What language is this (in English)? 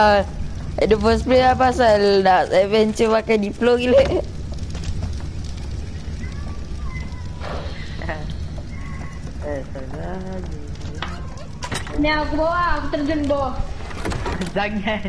Malay